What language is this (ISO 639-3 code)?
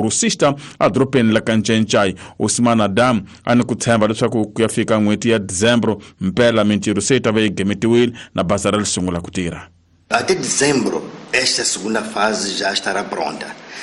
tso